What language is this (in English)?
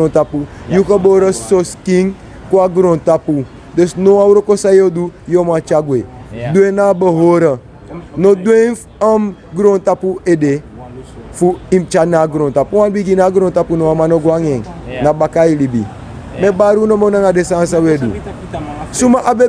Sranan Tongo